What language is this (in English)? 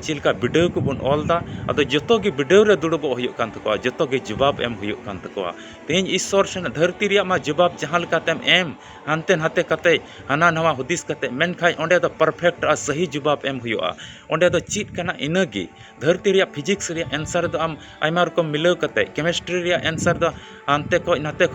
Santali